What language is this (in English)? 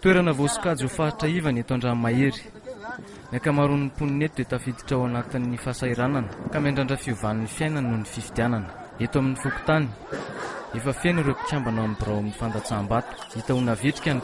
Malagasy